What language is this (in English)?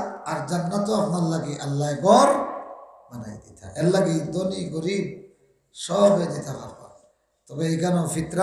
Sylheti